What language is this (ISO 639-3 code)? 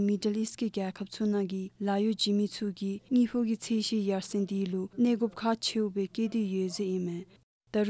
dzo